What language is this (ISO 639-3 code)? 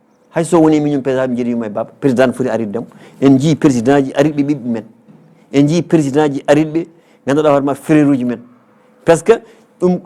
ful